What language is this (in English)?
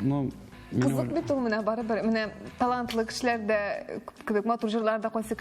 Tatar